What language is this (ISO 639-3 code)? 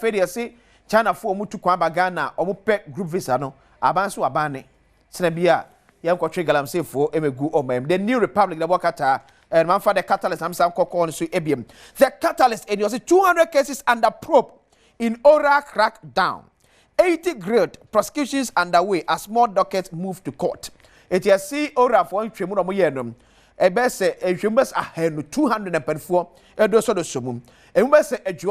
aka